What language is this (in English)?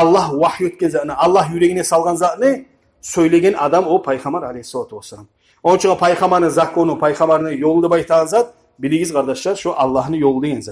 Kumyk